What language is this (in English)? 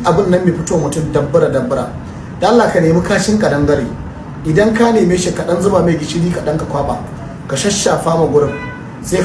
Hausa